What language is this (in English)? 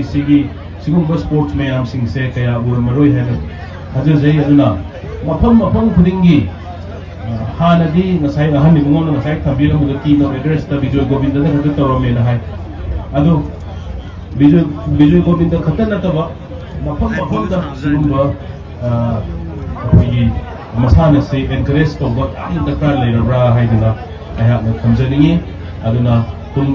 Manipuri